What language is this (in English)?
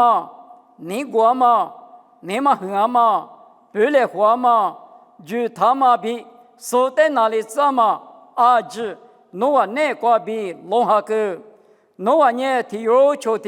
Lisu